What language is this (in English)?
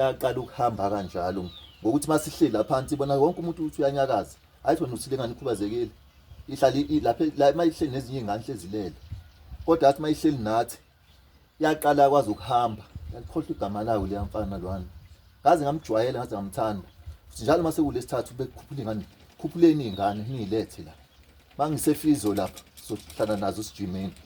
Zulu